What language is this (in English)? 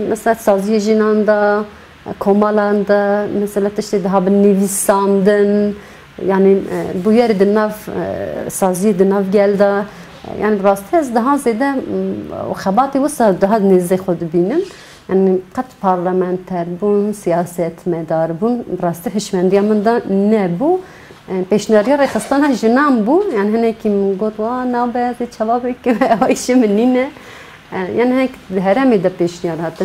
Kurdish